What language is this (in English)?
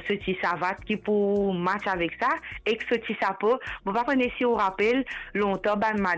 Morisyen